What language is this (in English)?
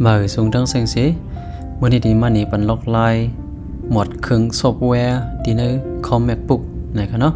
Shan